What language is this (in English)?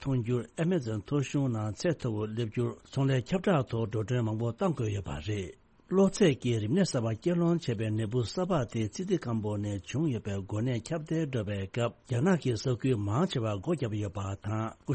Tibetan